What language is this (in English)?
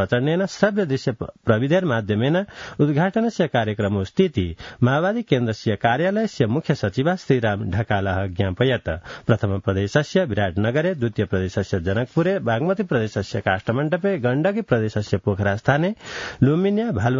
Sanskrit